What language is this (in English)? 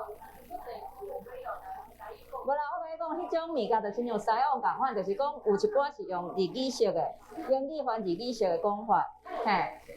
Min Nan Chinese